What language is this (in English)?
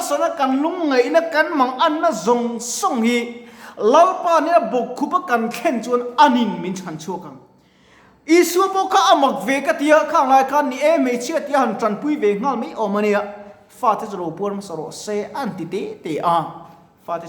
Mizo